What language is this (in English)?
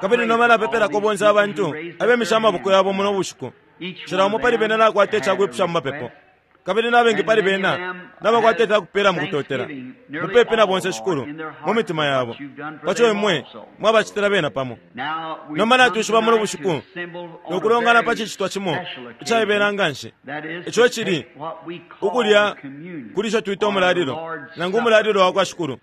Bemba